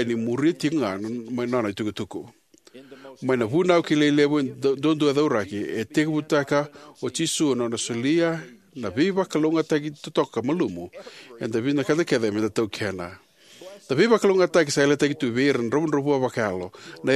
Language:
Fijian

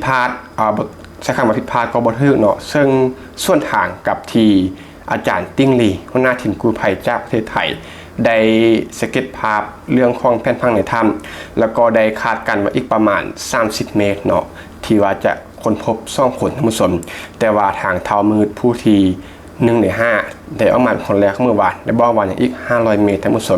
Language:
Lao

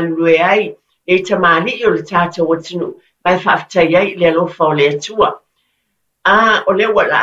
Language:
Samoan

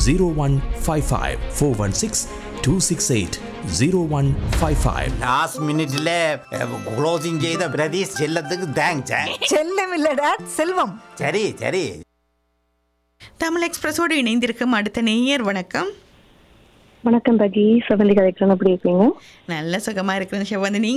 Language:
Tamil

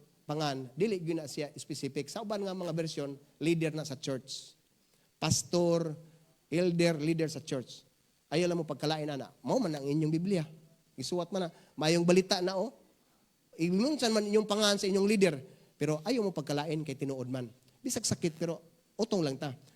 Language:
Cebuano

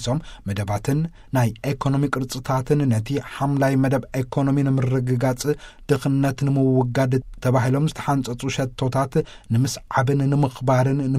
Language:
Tigrinya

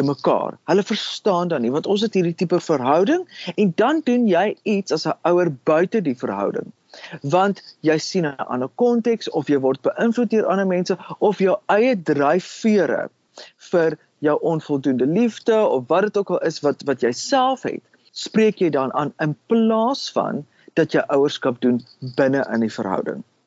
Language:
Afrikaans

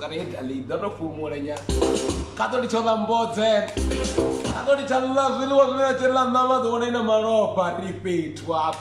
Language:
Venda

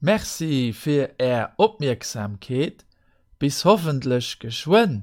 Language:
Luxembourgish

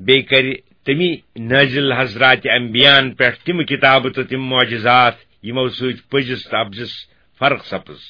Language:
Kashmiri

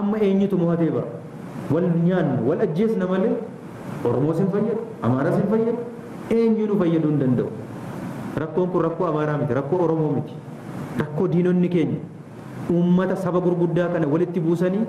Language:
Oromo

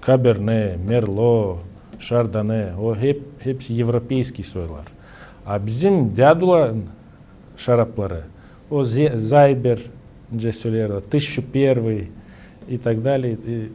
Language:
Gagauz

